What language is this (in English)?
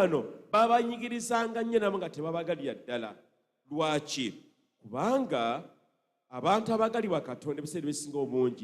Ganda